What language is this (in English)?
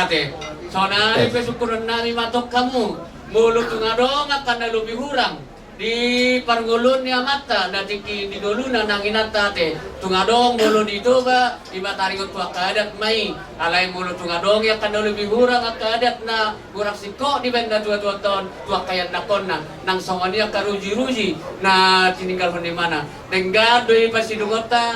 Batak Toba